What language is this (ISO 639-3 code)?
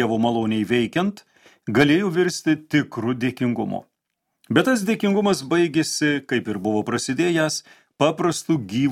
lit